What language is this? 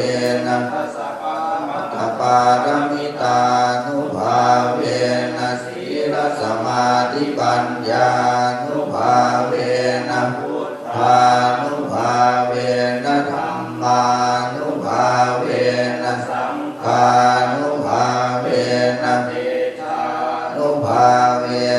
Pali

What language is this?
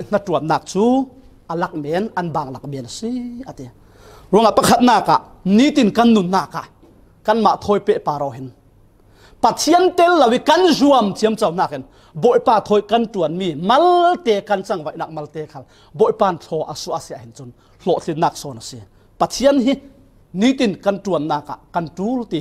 Falam Chin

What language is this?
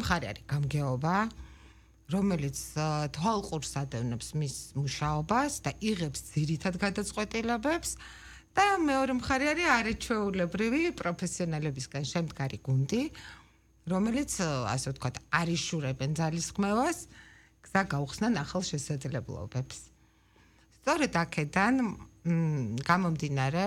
Georgian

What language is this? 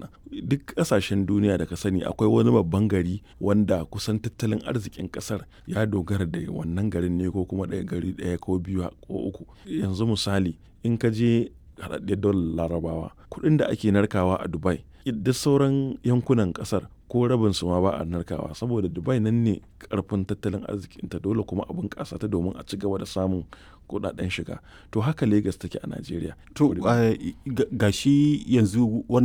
Hausa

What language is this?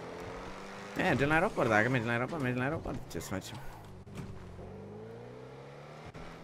Romanian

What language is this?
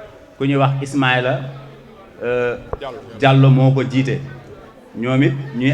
Wolof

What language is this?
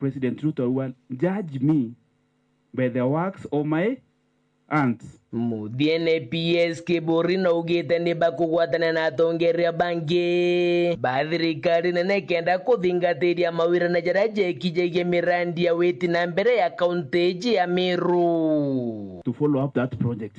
Meru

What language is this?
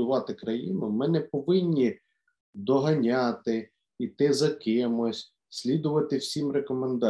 Ukrainian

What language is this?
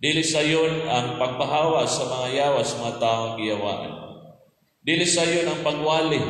Cebuano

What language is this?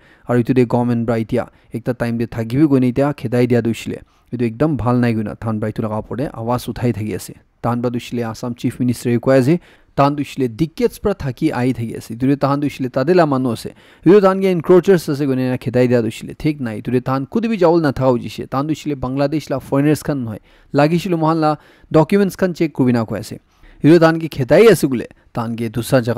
Naga Pidgin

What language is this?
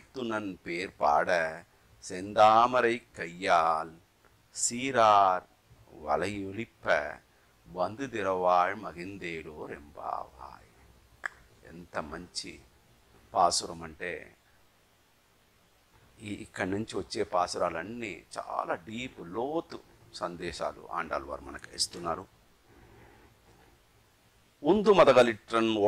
Telugu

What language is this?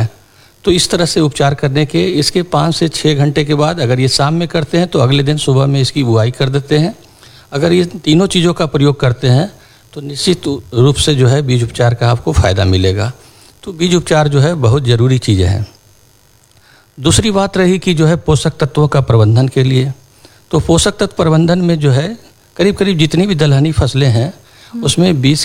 Hindi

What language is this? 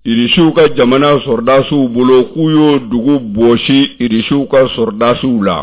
Bambara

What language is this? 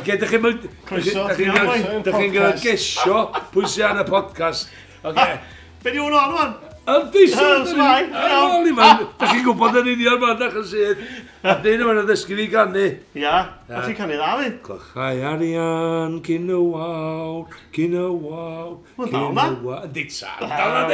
Welsh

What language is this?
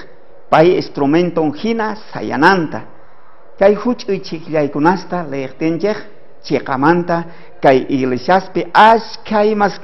South Bolivian Quechua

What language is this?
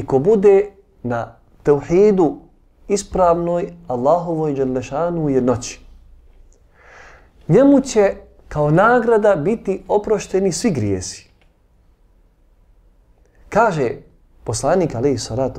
Bosnian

